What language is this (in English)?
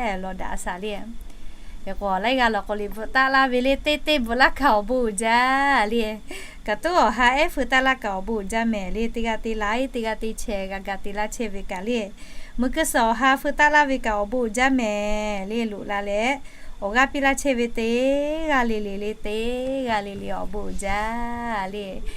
Lahu